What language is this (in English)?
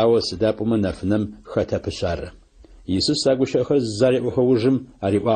Adyghe